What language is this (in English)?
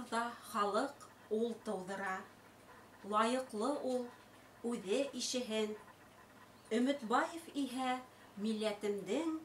Bashkir